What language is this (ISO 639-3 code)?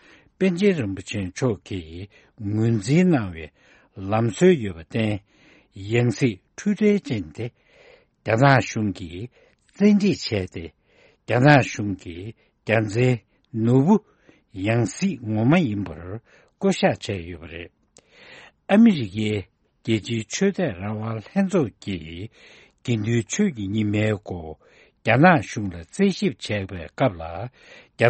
bod